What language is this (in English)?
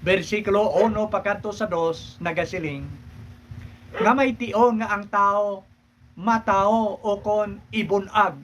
Hiligaynon